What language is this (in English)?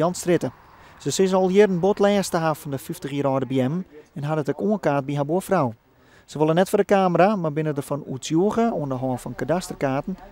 Western Frisian